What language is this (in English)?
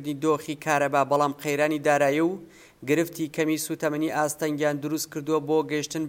Central Kurdish